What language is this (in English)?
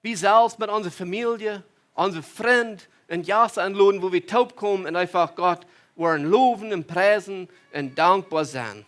Plautdietsch